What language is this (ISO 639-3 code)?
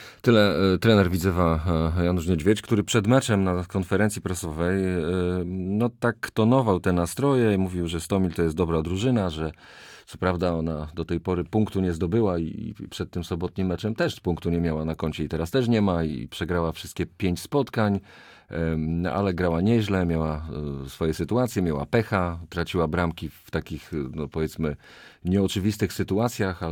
pol